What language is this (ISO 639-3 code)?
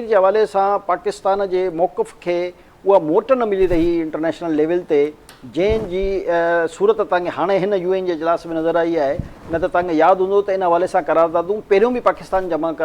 snd